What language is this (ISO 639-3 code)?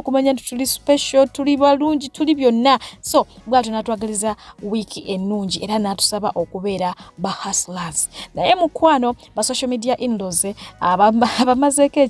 lug